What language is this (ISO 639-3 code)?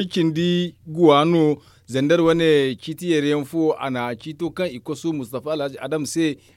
dje